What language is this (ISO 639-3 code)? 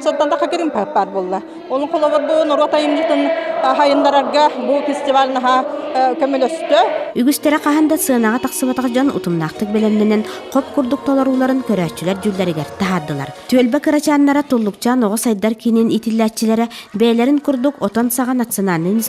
sah